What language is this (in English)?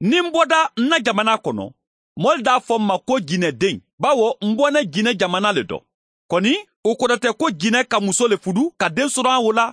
Mandingo